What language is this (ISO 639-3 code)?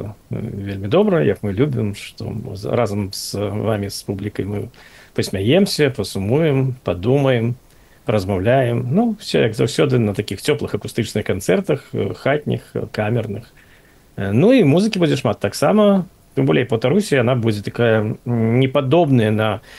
bel